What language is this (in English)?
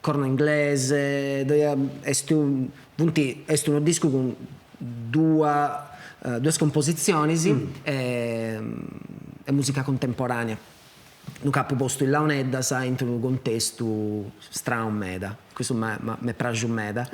Sardinian